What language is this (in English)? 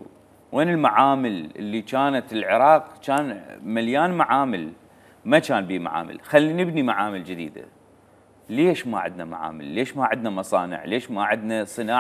Mesopotamian Arabic